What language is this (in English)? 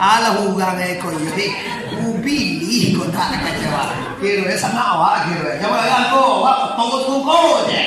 Minangkabau